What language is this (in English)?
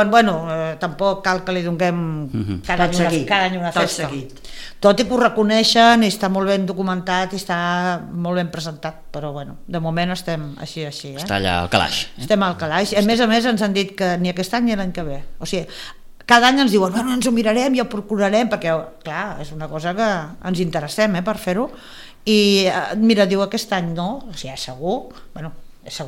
Catalan